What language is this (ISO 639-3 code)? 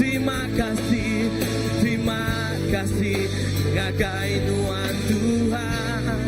iba